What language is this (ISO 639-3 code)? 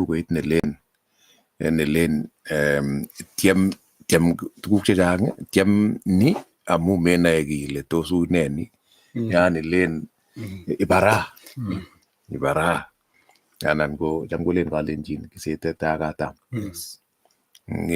kln